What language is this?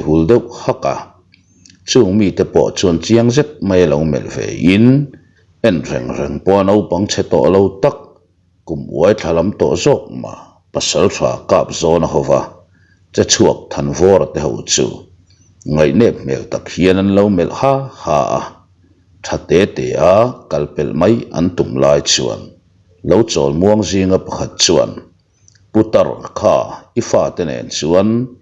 Mizo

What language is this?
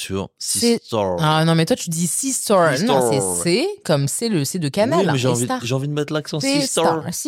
French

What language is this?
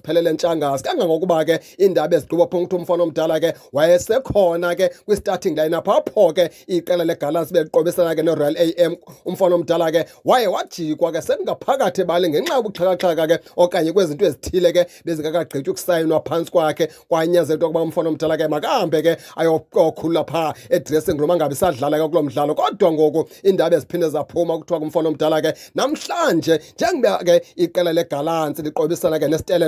Xhosa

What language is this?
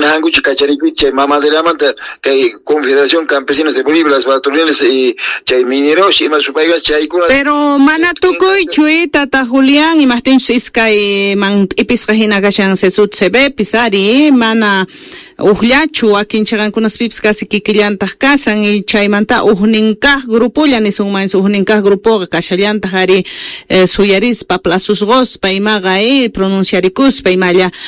Quechua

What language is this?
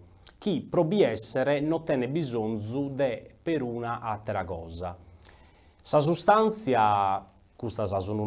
Sardinian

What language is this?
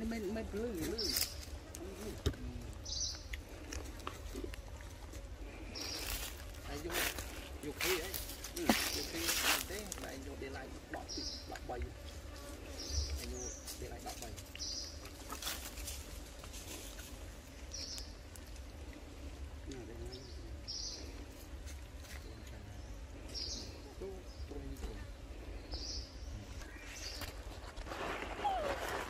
Vietnamese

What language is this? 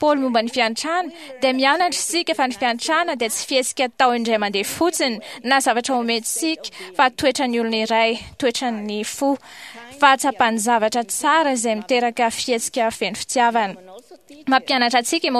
Malagasy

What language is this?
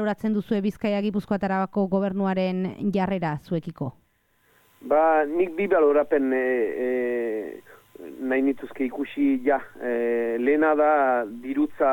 Basque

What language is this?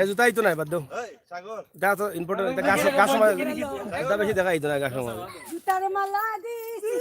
Sylheti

